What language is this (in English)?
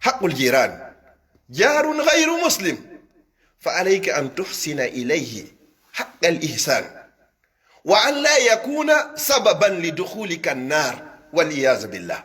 Pular